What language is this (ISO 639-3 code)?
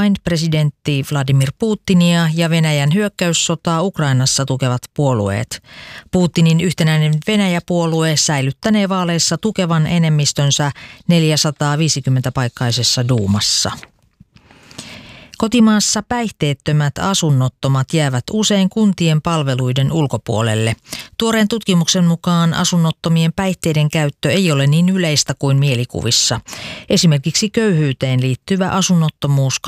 fin